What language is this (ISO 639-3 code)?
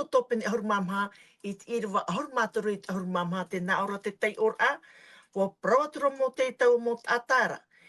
tah